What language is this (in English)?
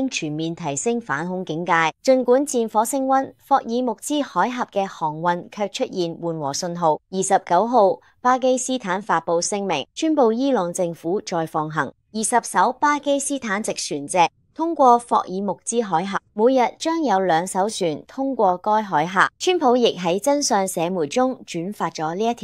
Cantonese